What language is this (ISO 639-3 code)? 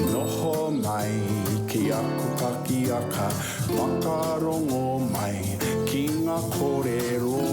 mri